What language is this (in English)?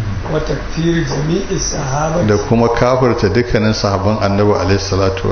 Hausa